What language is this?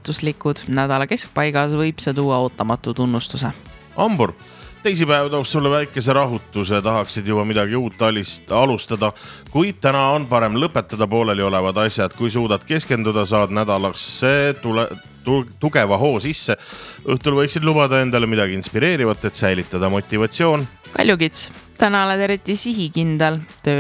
Estonian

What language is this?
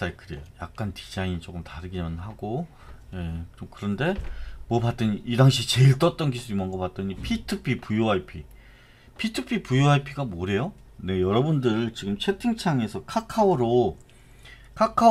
Korean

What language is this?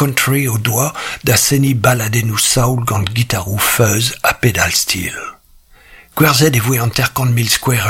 Breton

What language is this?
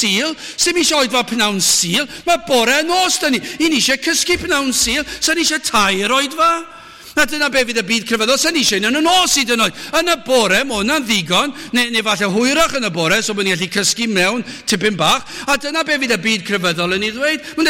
Welsh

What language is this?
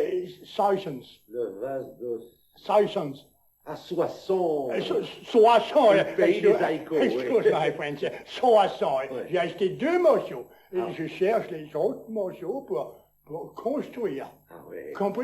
Picard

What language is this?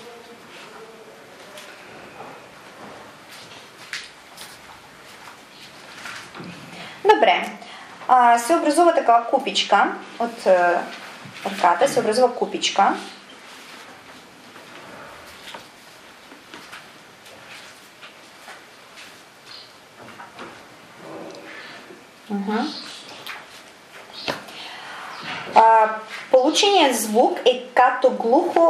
Bulgarian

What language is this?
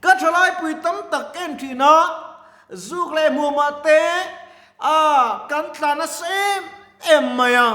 Mizo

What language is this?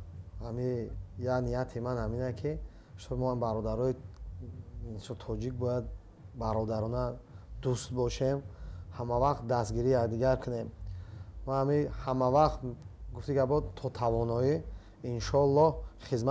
Tajik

